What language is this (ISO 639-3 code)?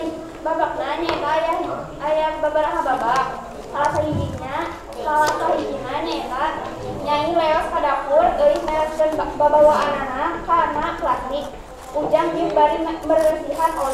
sun